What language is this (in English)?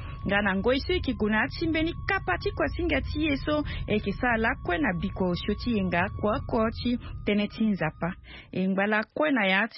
Sango